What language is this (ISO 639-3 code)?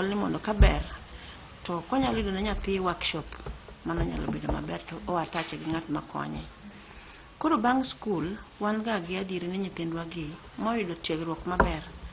luo